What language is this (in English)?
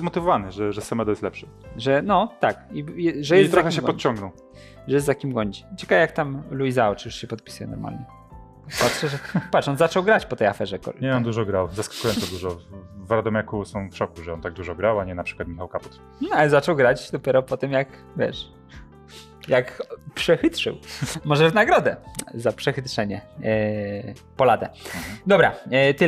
Polish